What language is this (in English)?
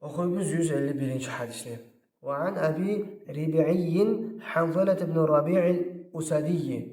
Kumyk